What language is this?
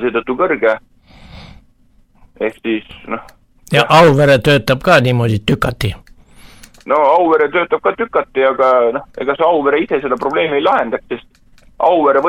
Estonian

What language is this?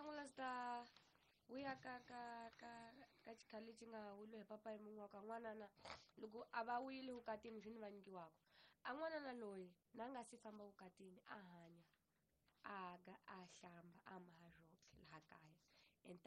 Tsonga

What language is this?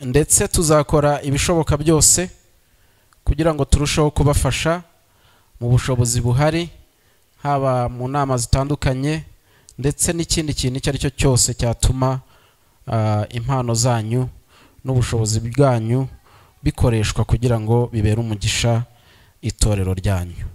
Kinyarwanda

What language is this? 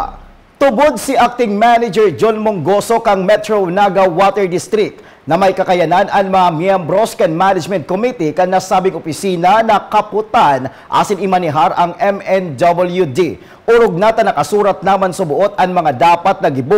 Bikol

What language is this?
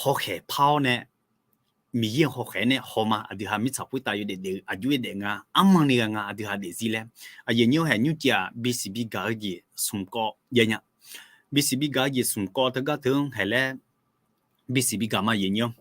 Akha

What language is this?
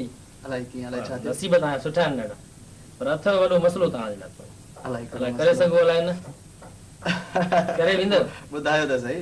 Sindhi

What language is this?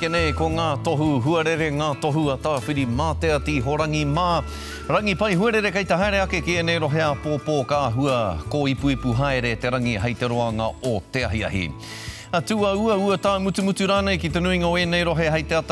Māori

